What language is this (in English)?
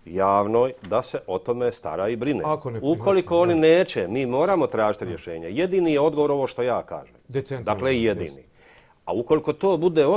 Bosnian